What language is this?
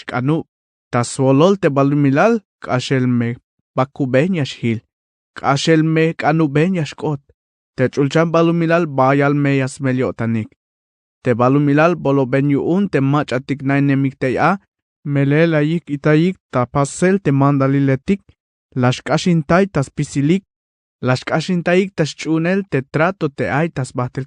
Tzeltal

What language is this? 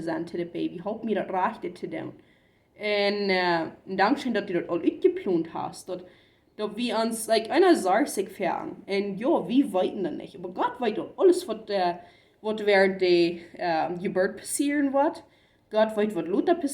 Plautdietsch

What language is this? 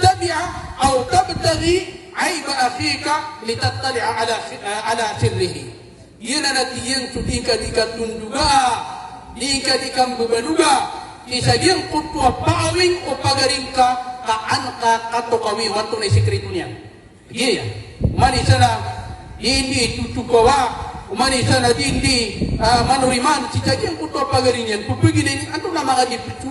Maranao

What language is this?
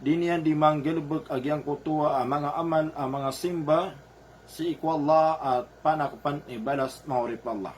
Maranao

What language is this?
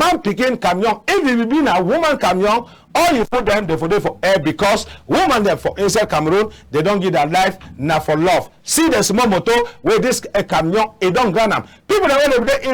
Cameroon Pidgin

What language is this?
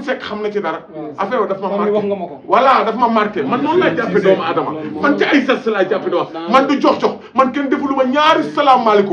Wolof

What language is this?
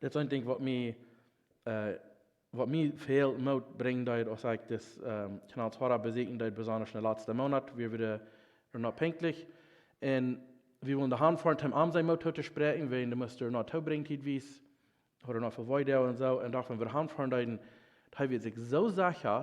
Plautdietsch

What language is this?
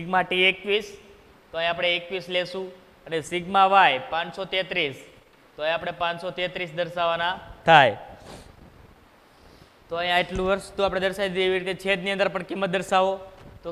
Gujarati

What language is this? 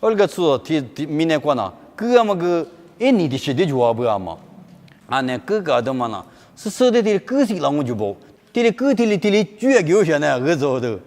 Lisu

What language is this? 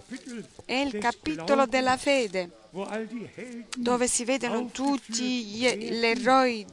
Italian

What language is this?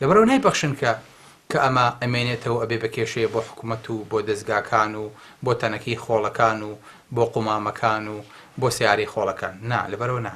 Central Kurdish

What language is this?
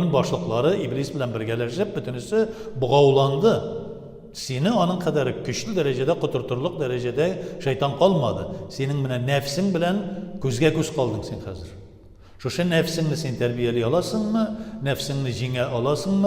Tatar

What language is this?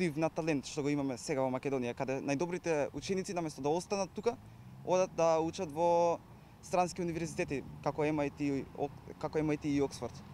Macedonian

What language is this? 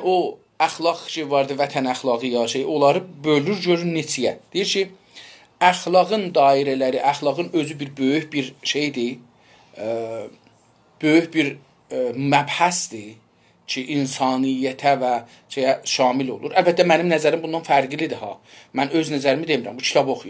South Azerbaijani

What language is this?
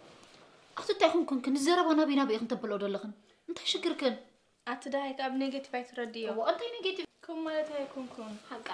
Tigrinya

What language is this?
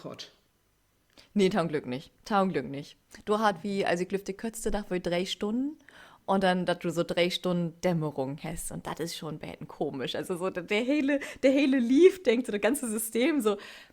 Low German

